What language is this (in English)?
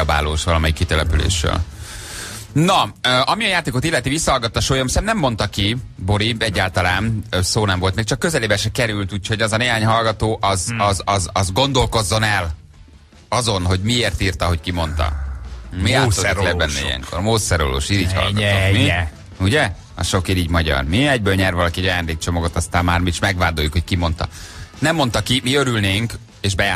Hungarian